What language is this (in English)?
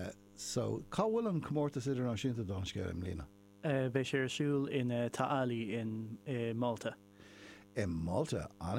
Irish